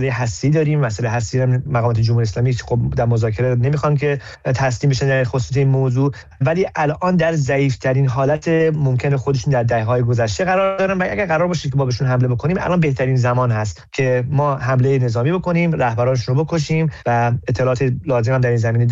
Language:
Persian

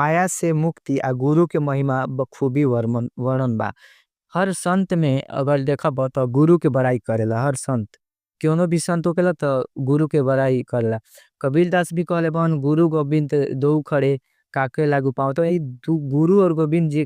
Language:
Bhojpuri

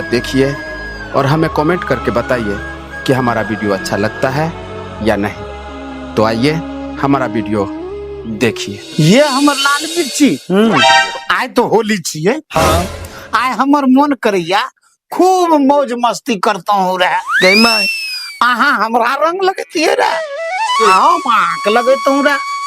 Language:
Maithili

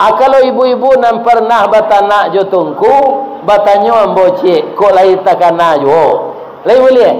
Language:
Minangkabau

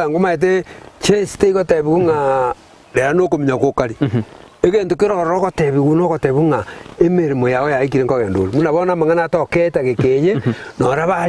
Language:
Gusii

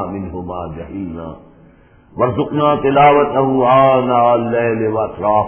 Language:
Urdu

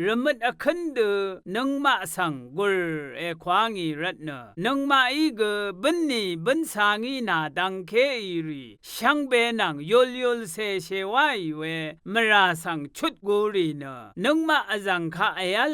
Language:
Rawang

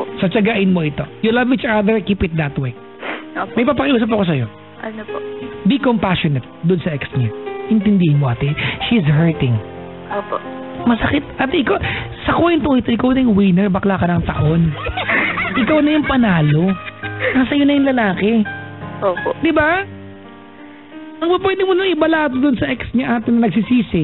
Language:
Filipino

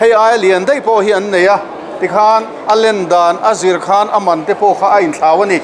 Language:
Mizo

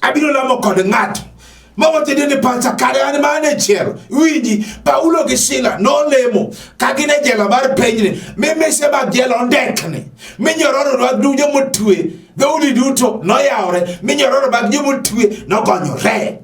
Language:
Luo (Kenya and Tanzania)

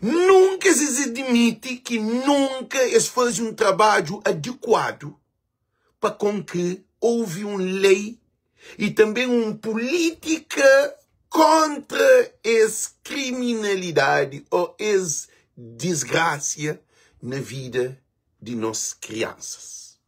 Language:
Kabuverdianu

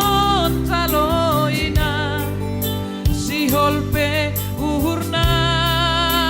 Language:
Batak Simalungun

